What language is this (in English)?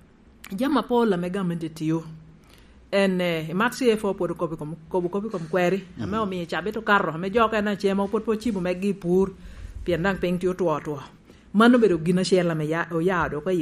Lango (Uganda)